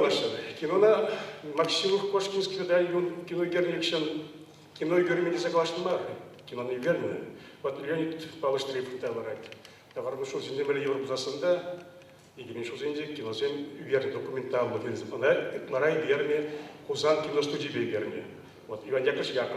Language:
Chuvash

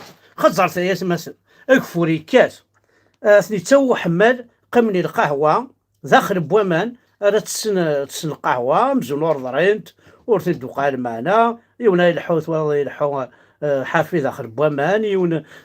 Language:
Kabyle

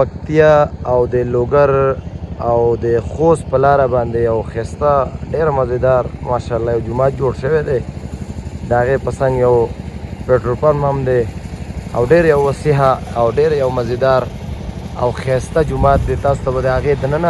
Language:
Pashto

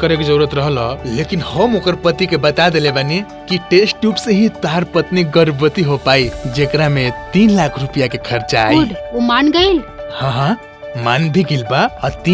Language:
Bhojpuri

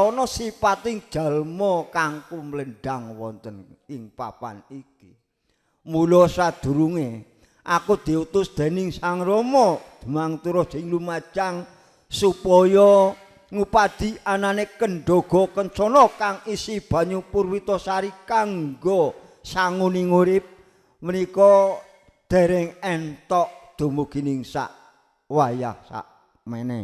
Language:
Javanese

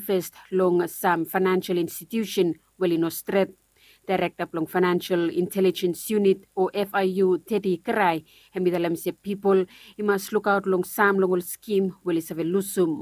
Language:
Bislama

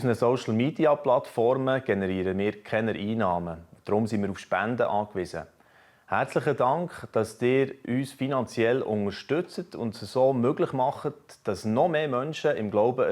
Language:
Swiss German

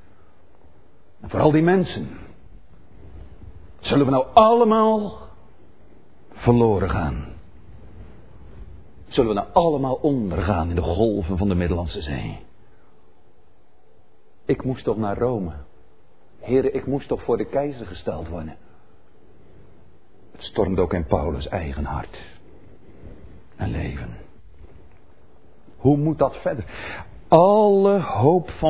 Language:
Dutch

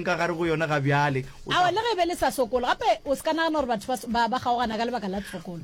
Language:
Northern Sotho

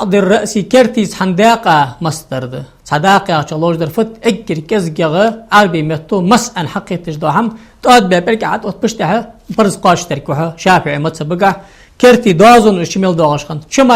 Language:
Ingush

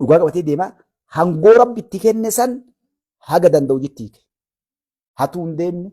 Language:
Oromo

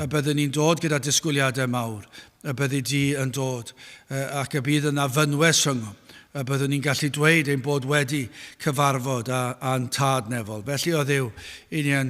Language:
Welsh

